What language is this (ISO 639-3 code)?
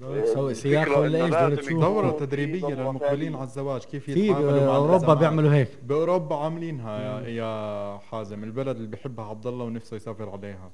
apc